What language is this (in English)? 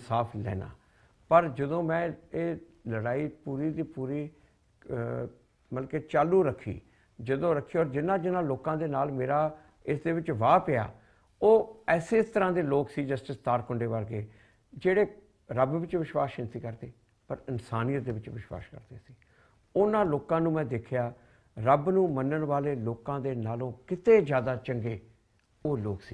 Punjabi